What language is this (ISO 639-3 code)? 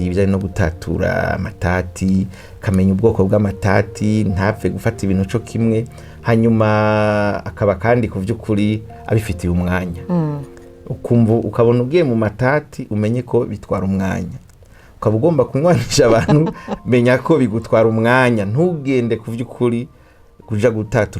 run